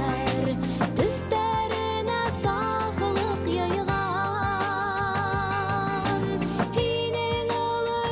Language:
Bashkir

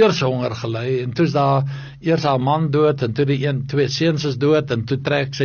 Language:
Afrikaans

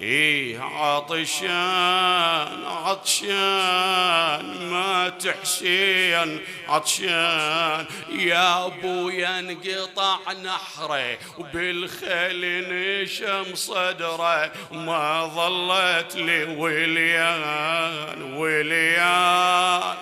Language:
Mesopotamian Arabic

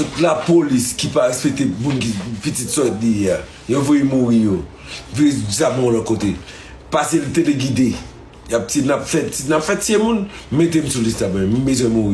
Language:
Haitian Creole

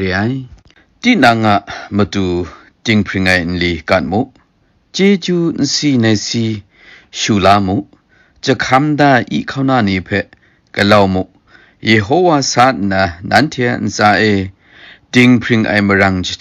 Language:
Kachin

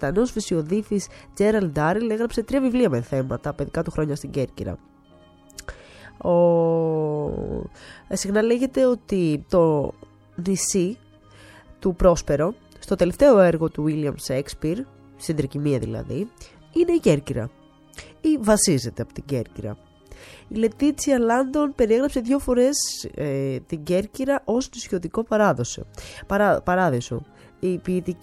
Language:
Greek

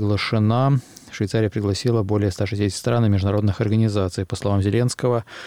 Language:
Russian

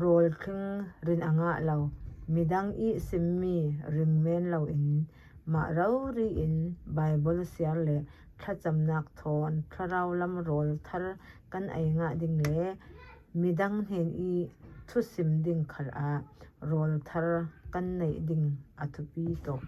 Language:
Falam Chin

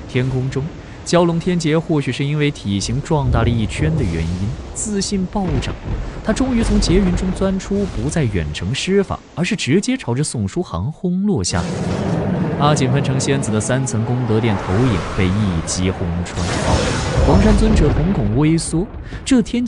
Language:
Chinese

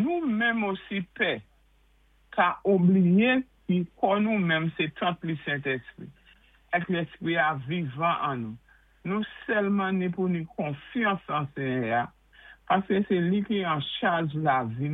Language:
Saint Lucian Creole French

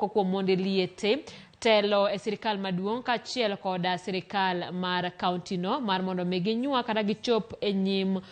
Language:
Luo (Kenya and Tanzania)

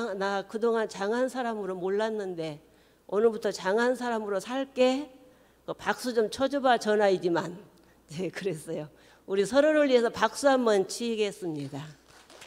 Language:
Korean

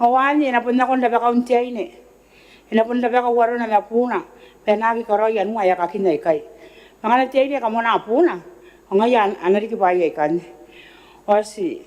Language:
Gilbertese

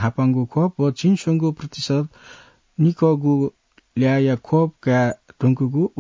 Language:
Newari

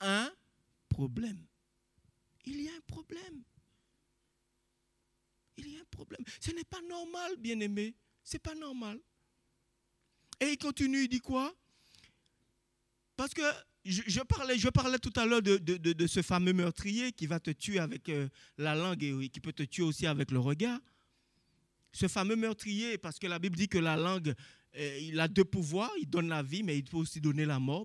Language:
French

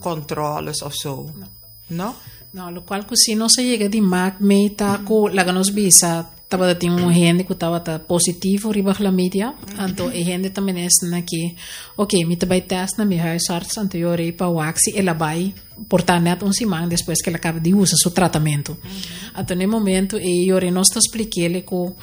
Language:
Papiamento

